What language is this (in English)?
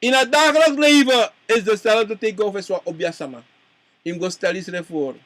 Sranan Tongo